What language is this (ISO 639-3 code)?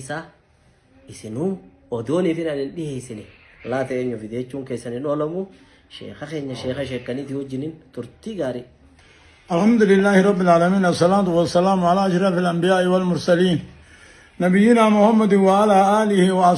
orm